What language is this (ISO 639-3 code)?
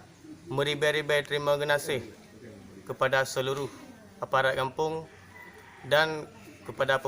ace